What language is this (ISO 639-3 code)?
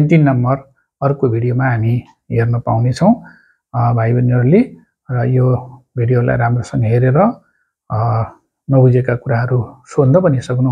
nep